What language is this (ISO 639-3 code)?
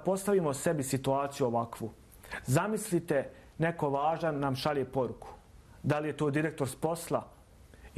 bos